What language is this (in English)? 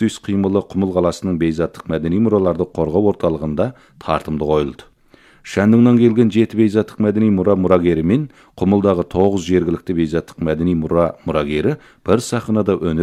Kazakh